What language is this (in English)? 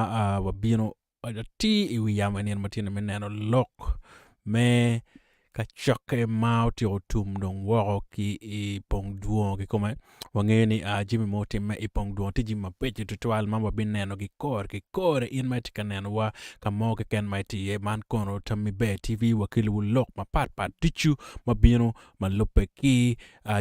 Acoli